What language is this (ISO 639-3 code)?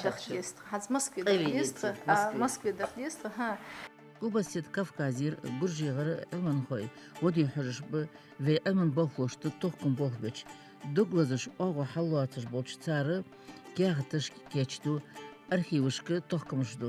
inh